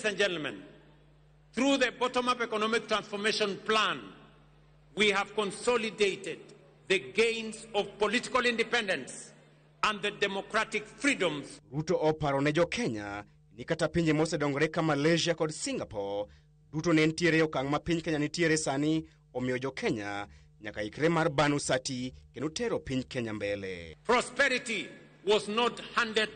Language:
Luo (Kenya and Tanzania)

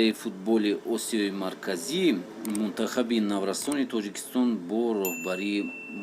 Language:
Tajik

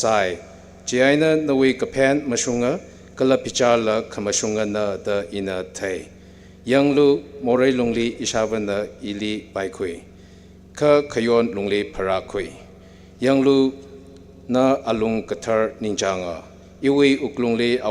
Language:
Tangkhul Naga (India)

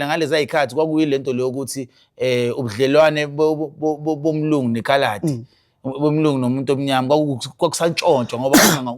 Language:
Zulu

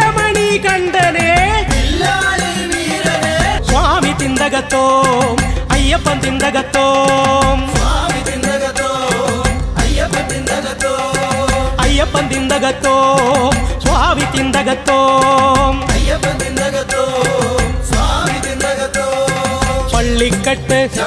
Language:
Malayalam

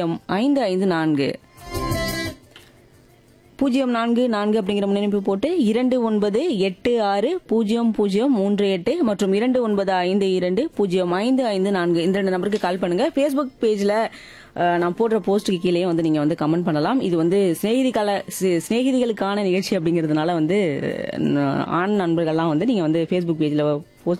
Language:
Tamil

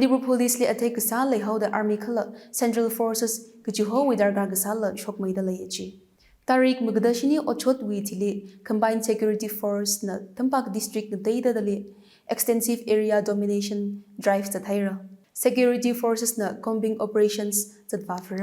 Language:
Tangkhul Naga (India)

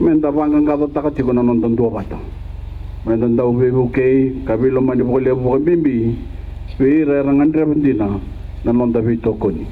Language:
Fijian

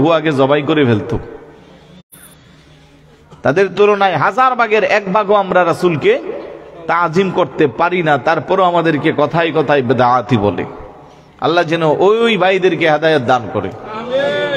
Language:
Bangla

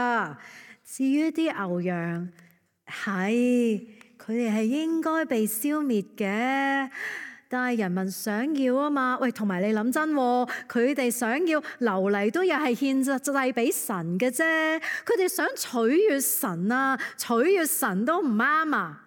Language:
Cantonese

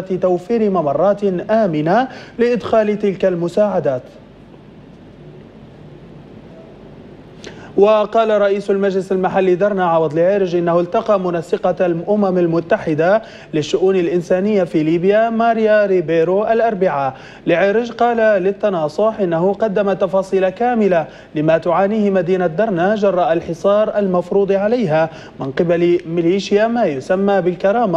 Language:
Arabic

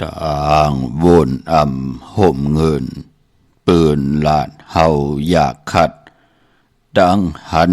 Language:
Shan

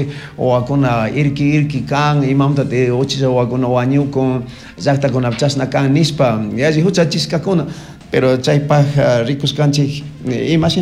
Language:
Chimborazo Highland Quichua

